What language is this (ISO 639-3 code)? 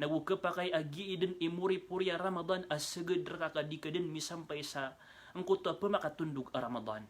mrw